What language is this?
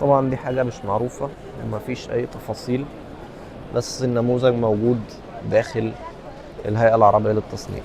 Egyptian Arabic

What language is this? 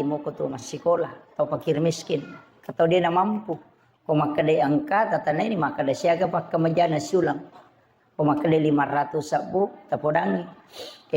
Buginese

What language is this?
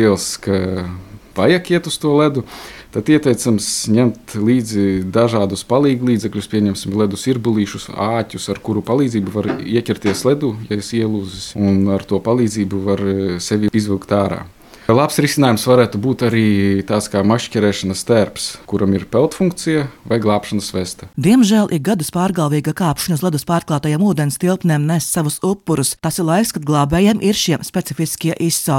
Latvian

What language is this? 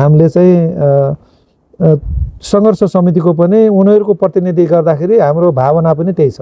Nepali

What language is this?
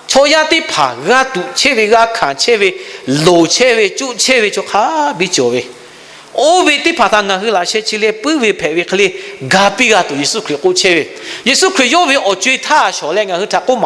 Lahu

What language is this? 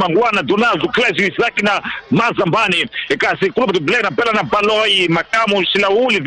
Tsonga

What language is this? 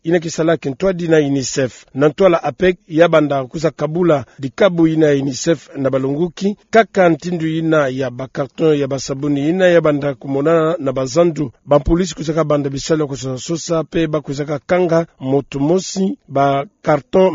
Kituba (Democratic Republic of Congo)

